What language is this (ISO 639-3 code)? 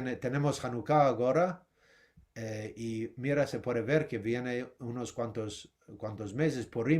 lad